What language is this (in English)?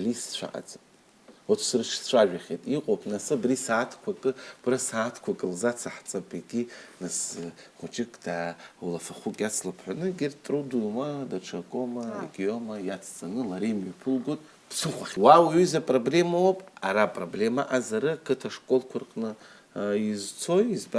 Abkhazian